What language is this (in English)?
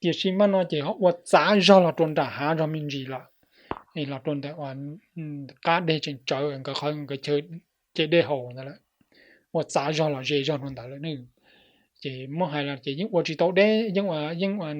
Hmong